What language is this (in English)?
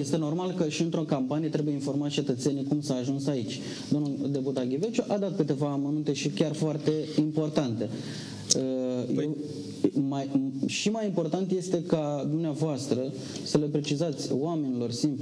Romanian